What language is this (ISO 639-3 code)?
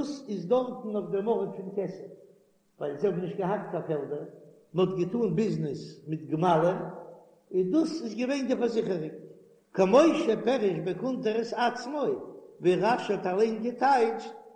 yid